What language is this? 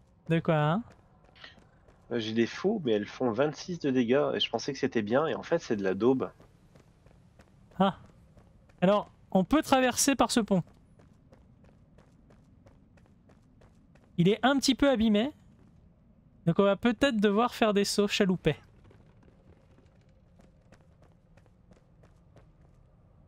French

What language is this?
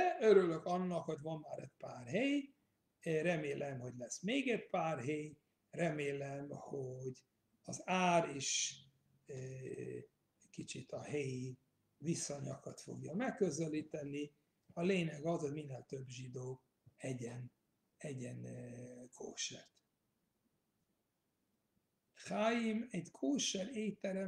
Hungarian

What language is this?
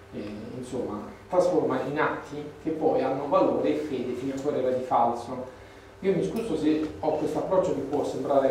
Italian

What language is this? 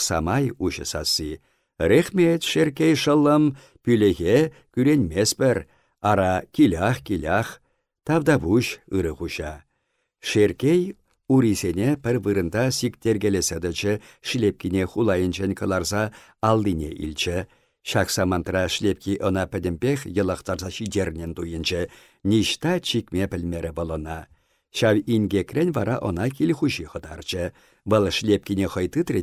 Chuvash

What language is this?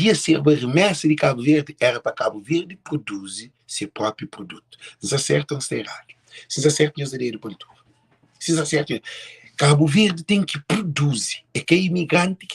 Kabuverdianu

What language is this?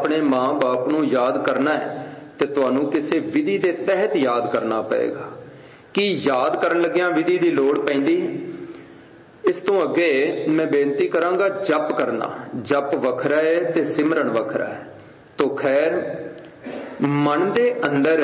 Punjabi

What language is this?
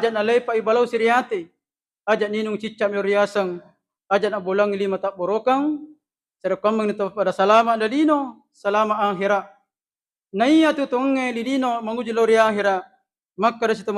Buginese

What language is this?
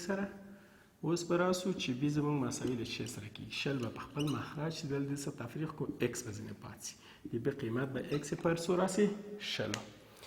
Pashto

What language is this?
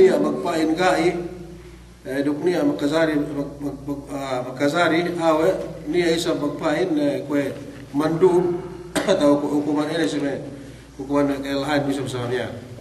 Yakan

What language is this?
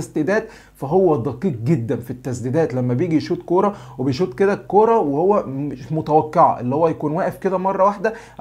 Egyptian Arabic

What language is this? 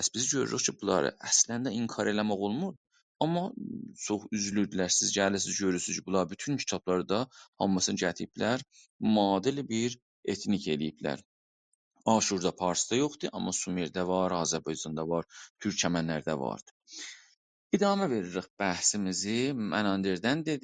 South Azerbaijani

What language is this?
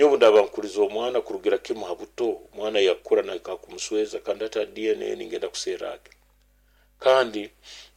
Nyoro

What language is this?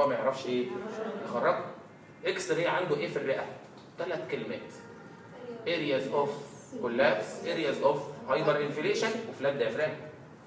Egyptian Arabic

